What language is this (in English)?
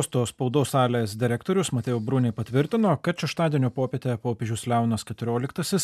Lithuanian